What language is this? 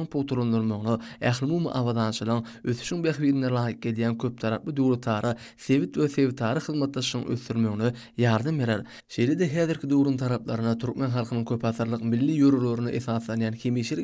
Turkmen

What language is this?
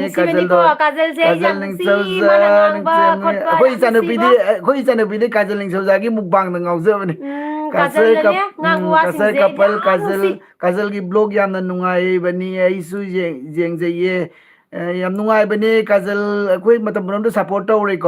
Manipuri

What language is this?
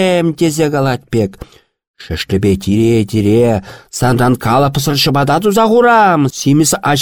Chuvash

